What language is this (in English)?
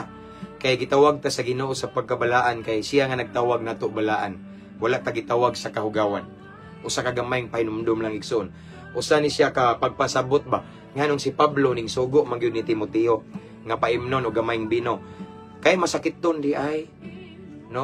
Cebuano